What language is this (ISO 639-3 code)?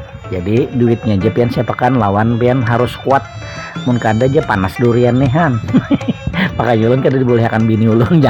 bjn